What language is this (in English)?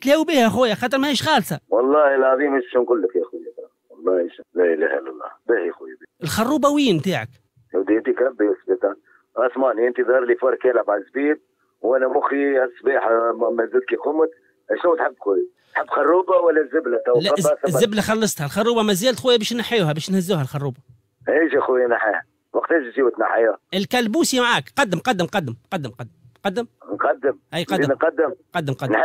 Tunisian Arabic